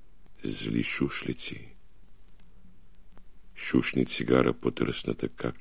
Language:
Bulgarian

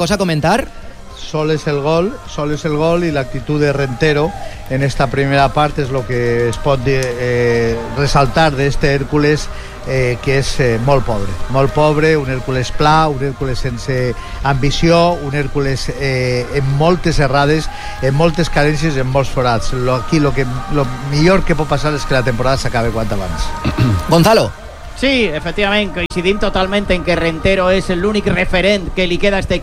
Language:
Catalan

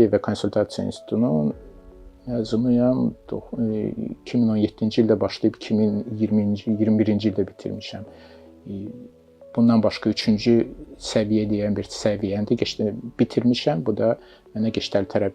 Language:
Azerbaijani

